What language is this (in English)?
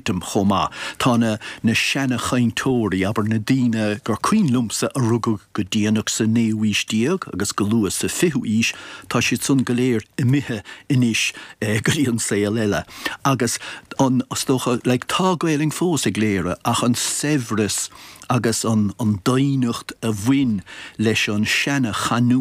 Irish